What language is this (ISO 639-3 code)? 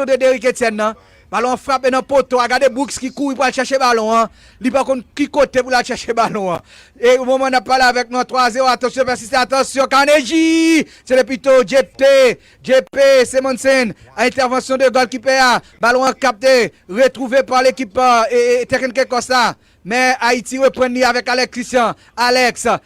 hat